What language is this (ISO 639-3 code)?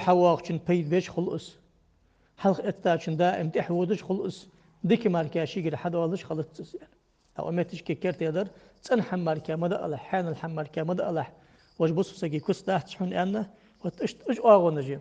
inh